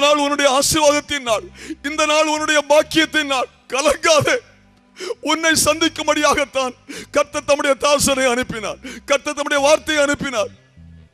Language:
Tamil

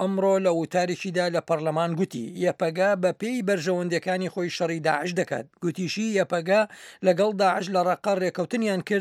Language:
Central Kurdish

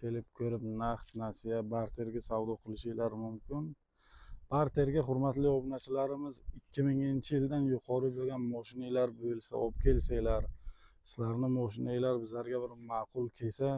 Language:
Uzbek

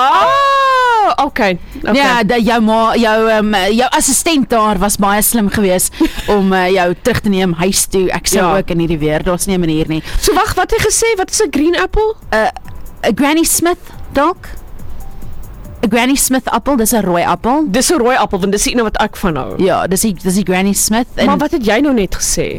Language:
Afrikaans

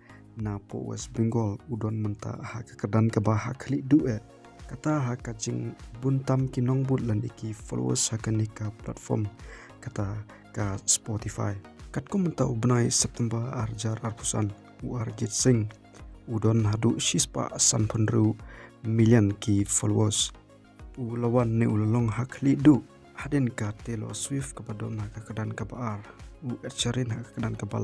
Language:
Khasi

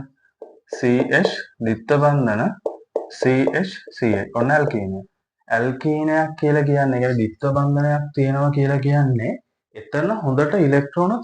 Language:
Sinhala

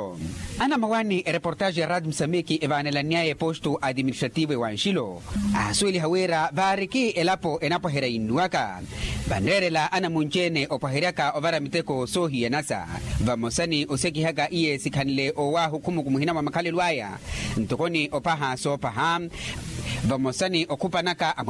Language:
Makhuwa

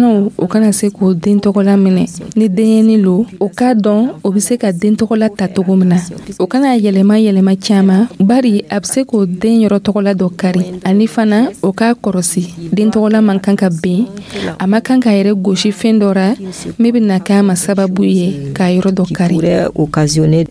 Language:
Dyula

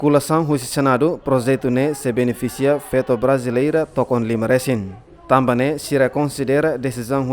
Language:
Tetum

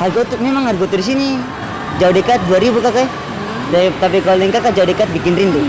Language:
Ambonese Malay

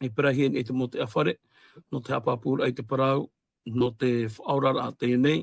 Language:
Tahitian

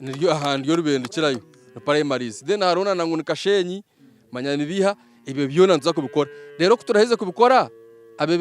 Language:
Nyankole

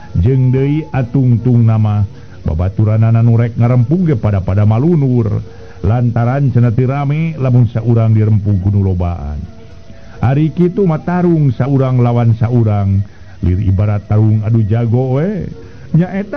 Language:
Sundanese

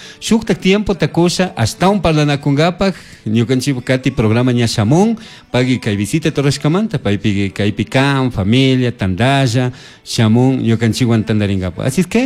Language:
Chimborazo Highland Quichua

